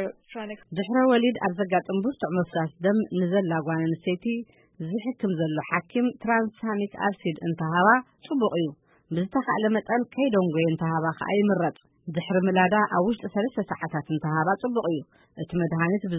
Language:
Tigrinya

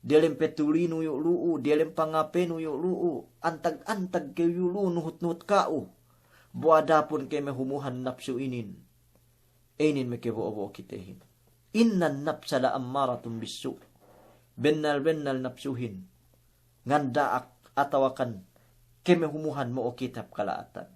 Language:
Yakan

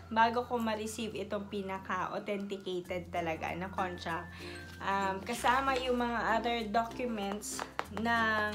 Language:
Filipino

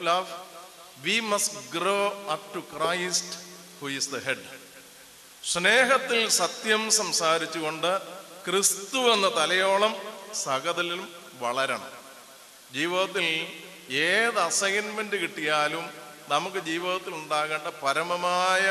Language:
Malayalam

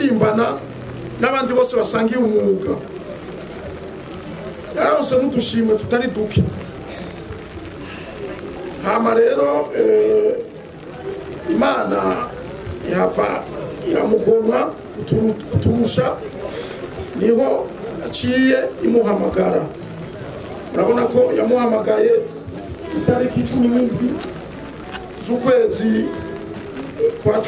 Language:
Rundi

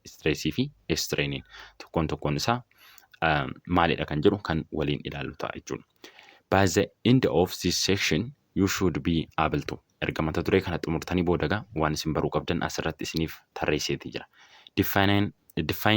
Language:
Oromo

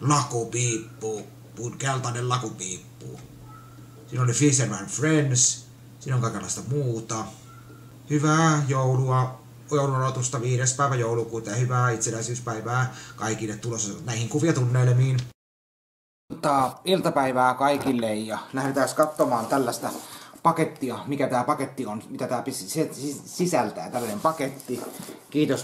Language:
Finnish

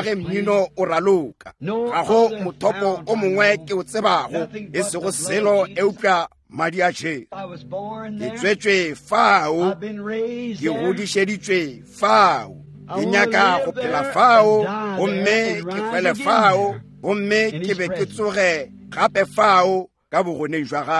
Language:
Northern Sotho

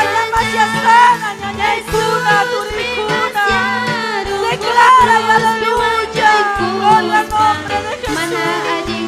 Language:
Ayacucho Quechua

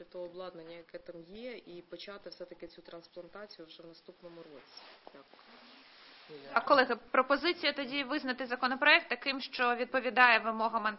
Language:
Ukrainian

